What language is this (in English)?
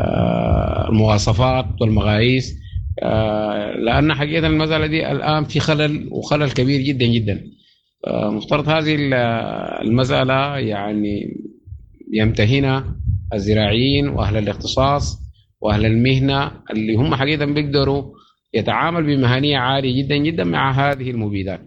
Sudanese Arabic